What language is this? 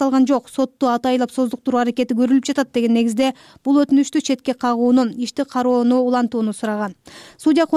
Kyrgyz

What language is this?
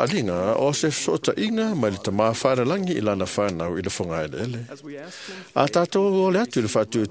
Samoan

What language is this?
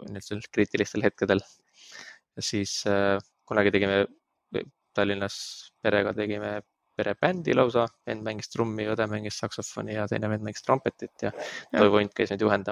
Estonian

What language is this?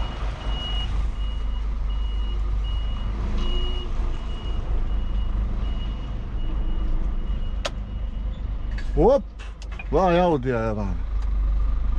Croatian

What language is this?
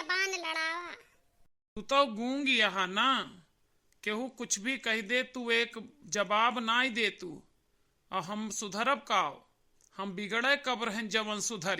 Awadhi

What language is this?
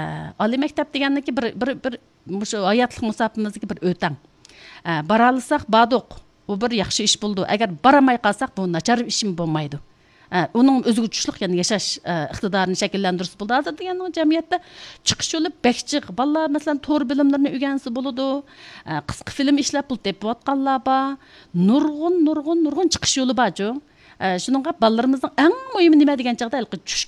Uyghur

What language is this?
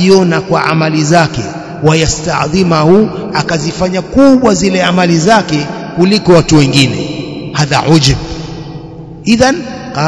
Swahili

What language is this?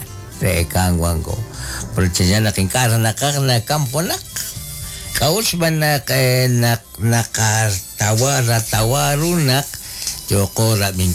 Kekchí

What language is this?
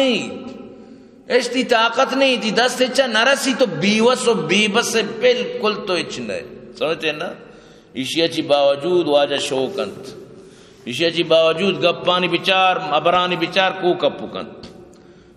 Eastern Balochi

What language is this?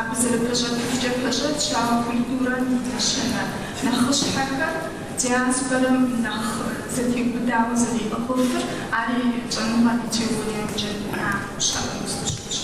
Kabardian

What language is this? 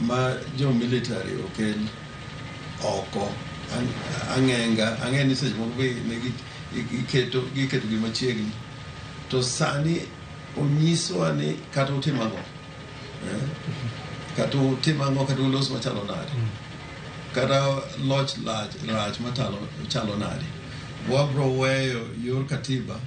Luo (Kenya and Tanzania)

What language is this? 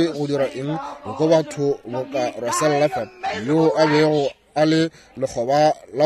Northern Sotho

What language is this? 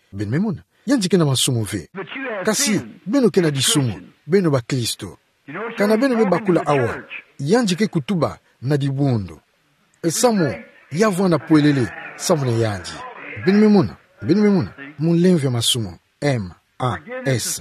Kituba (Democratic Republic of Congo)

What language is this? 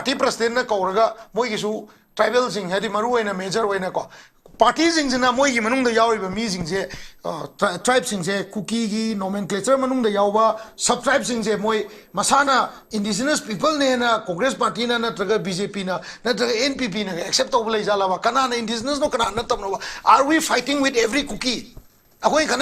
Manipuri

